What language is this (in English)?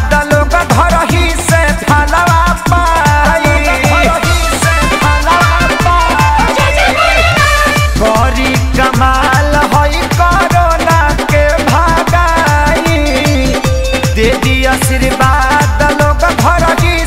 Bhojpuri